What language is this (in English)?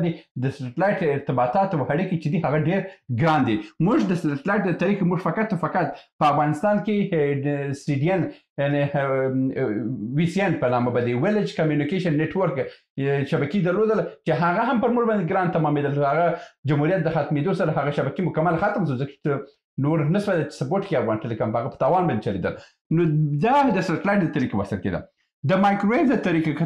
Pashto